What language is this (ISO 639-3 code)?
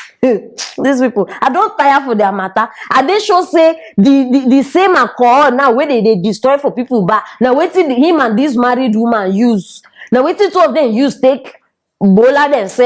pcm